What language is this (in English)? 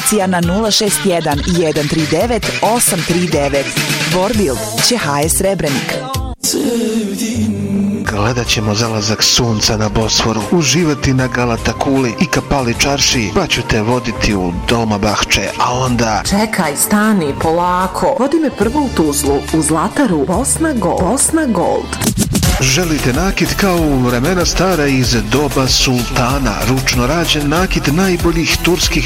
Bosnian